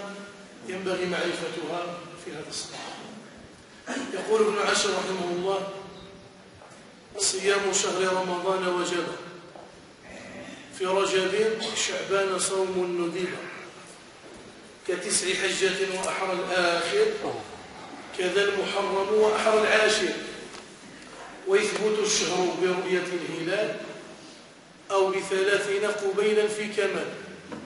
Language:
Arabic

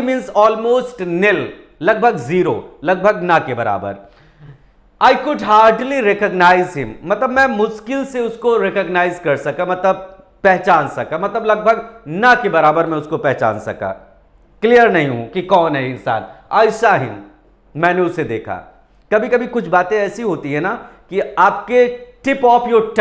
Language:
Hindi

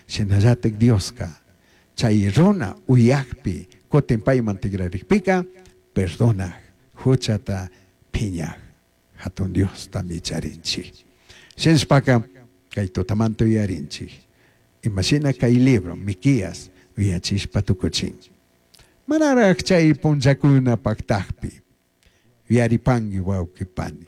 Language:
Chimborazo Highland Quichua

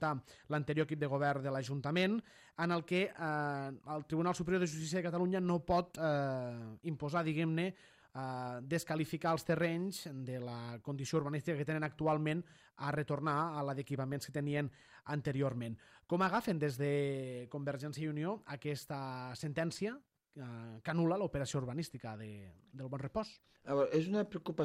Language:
Catalan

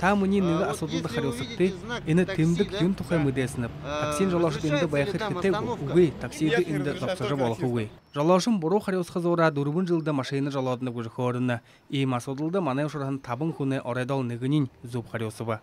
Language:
Buriat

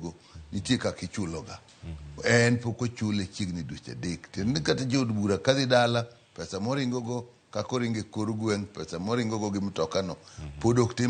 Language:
Luo (Kenya and Tanzania)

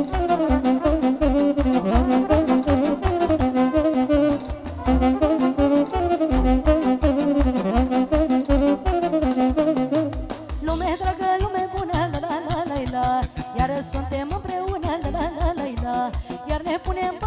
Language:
Romanian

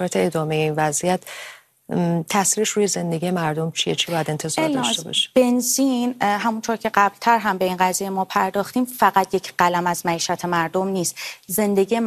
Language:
Persian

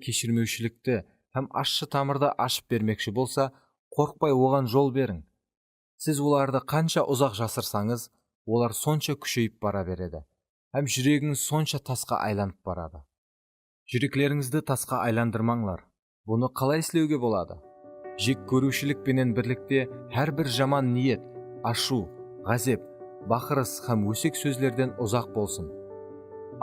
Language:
Kara-Kalpak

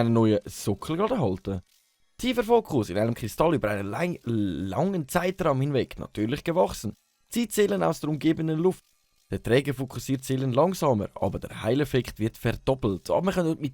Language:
Swiss German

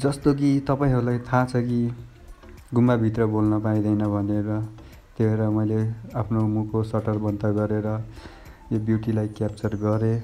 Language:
Nepali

